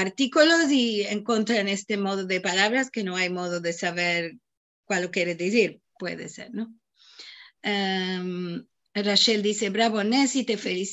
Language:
Ladino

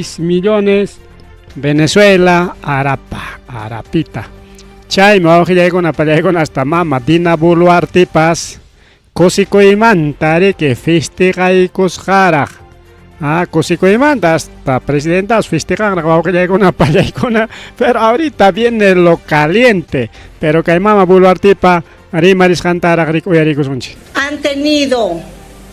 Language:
Ayacucho Quechua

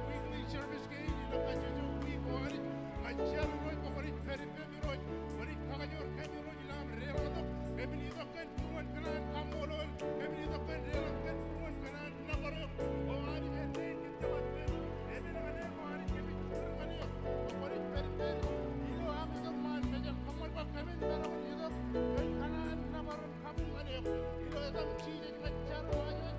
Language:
Marshallese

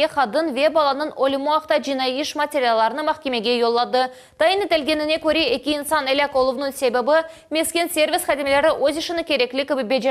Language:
Crimean Tatar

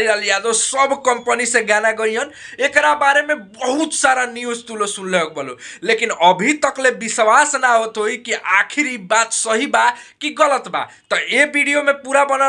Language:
Bhojpuri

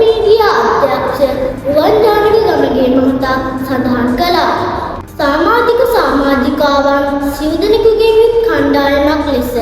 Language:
Sinhala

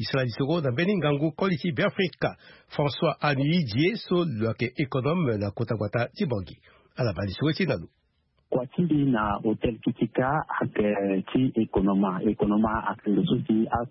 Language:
Sango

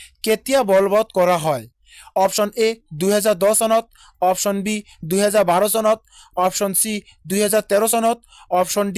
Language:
Assamese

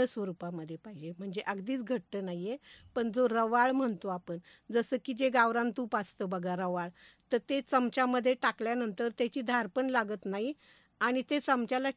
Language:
Marathi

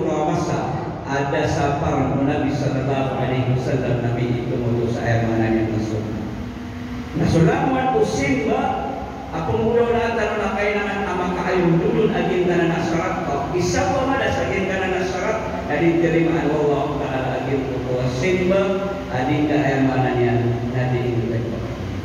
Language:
Maranao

